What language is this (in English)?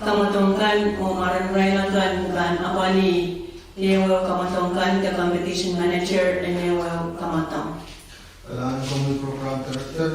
Pohnpeian